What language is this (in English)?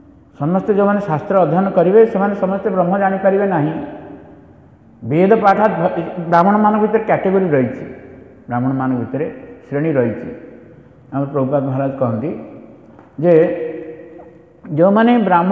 Odia